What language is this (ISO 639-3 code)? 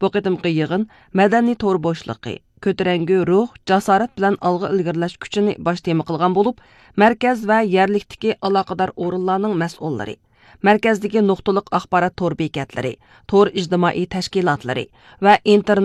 uig